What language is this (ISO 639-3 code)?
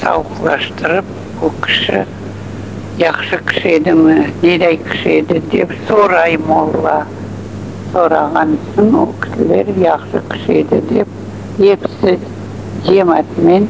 crh